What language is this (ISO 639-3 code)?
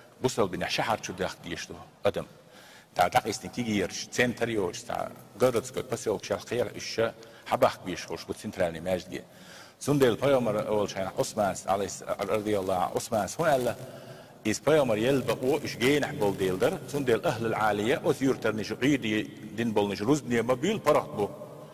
che